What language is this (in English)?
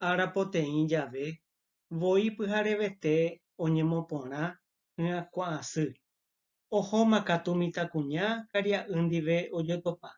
Guarani